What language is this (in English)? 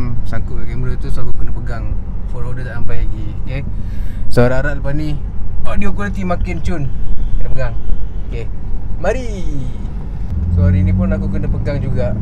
Malay